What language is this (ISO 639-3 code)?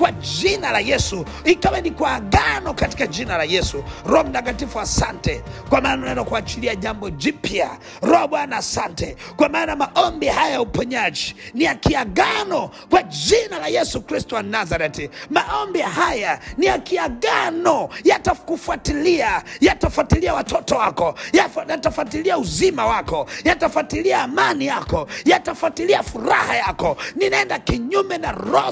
swa